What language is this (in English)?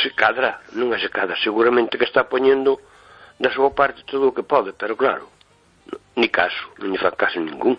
Galician